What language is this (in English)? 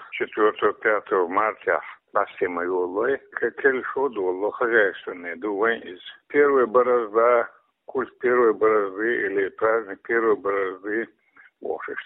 Chechen